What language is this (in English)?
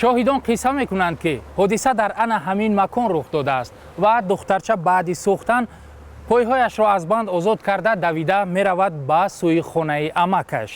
Tajik